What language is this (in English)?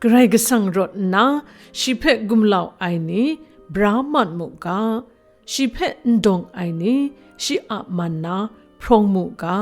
Kachin